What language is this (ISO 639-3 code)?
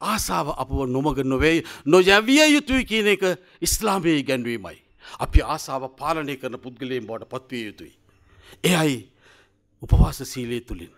sin